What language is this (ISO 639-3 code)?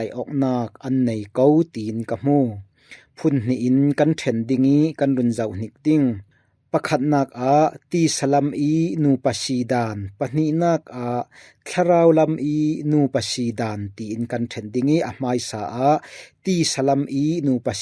cfm